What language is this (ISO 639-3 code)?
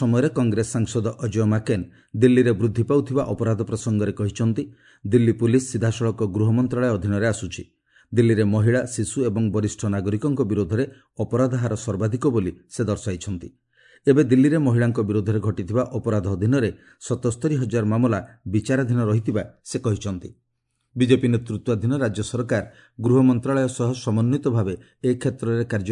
ori